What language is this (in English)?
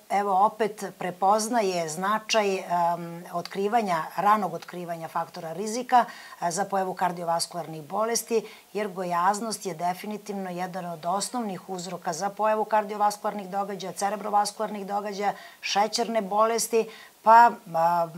Serbian